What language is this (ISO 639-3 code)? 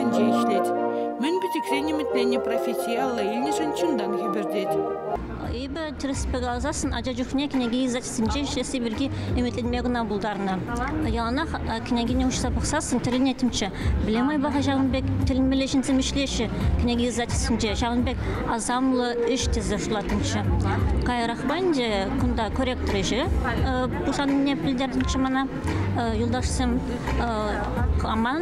chv